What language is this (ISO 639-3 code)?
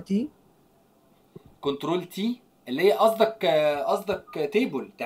arz